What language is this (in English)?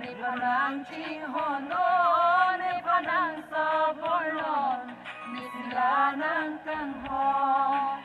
Karbi